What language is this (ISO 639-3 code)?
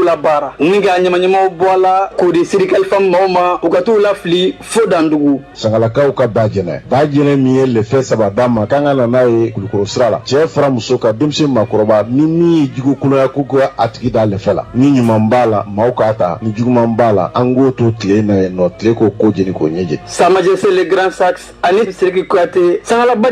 bam